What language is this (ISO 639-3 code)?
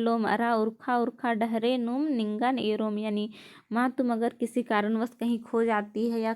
kru